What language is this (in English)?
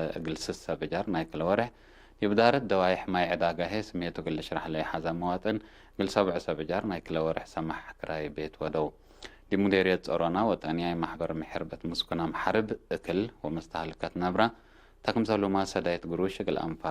Tigre